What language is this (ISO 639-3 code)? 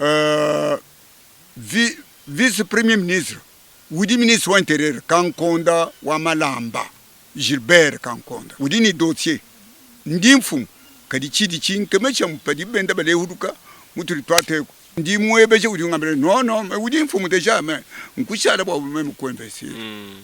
lua